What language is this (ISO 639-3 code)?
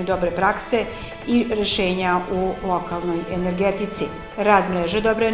srp